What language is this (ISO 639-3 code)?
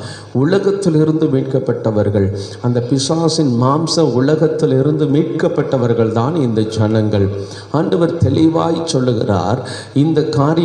tam